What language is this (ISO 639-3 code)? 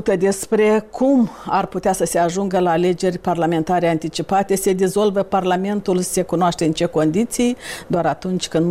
ron